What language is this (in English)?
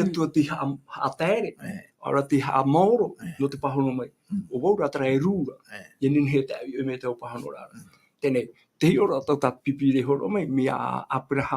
Tahitian